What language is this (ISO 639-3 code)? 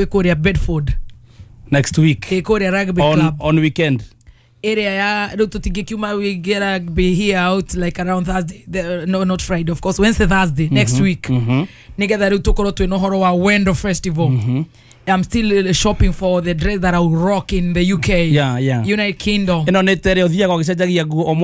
kik